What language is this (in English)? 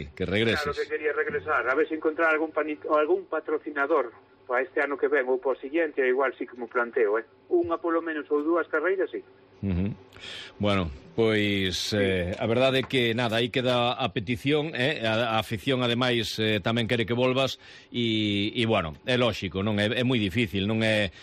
Galician